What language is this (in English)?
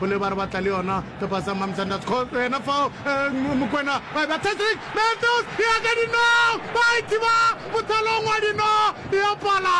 Northern Sotho